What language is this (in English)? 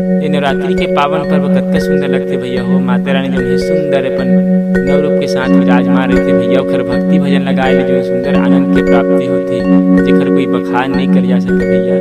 Chhattisgarhi